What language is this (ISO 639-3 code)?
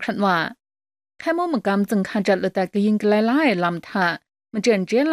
kac